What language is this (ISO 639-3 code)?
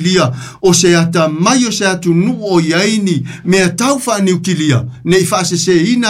smo